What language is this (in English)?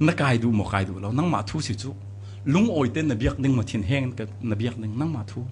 Falam Chin